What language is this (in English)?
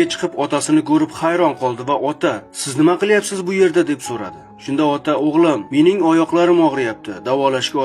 Uzbek